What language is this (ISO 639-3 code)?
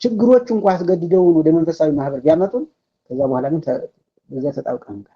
amh